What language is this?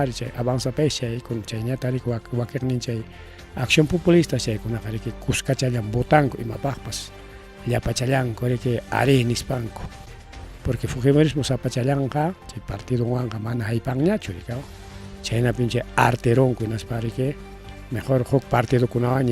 Ayacucho Quechua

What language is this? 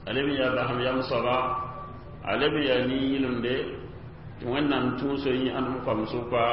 Mossi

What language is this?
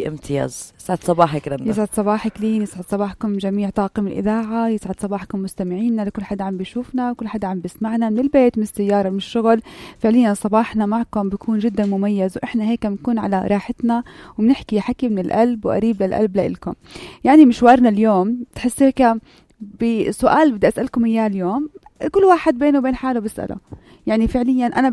North Levantine Arabic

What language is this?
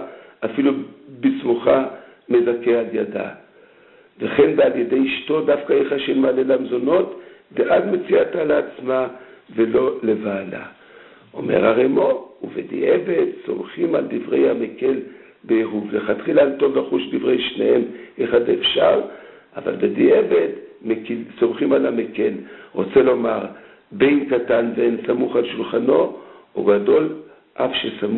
Hebrew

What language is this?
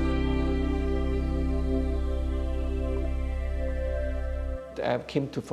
Romanian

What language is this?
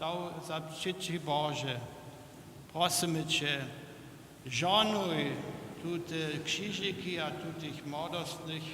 Upper Sorbian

